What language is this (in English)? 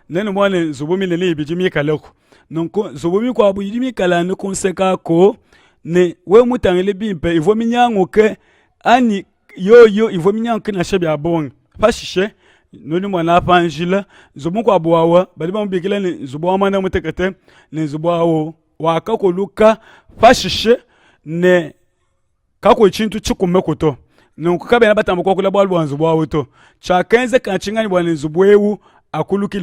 Luba-Lulua